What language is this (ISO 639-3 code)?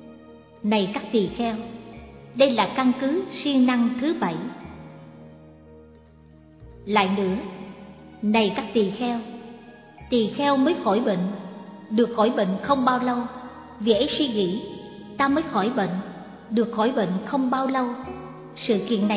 vie